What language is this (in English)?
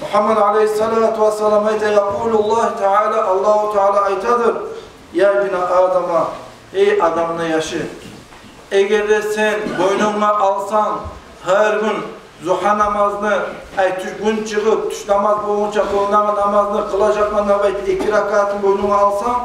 Kumyk